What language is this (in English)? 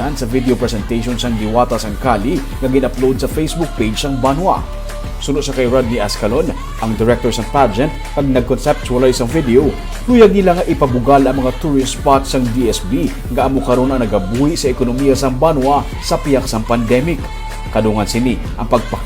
Hiligaynon